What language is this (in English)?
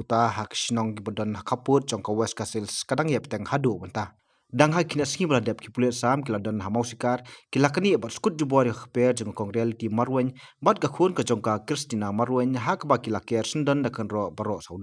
Khasi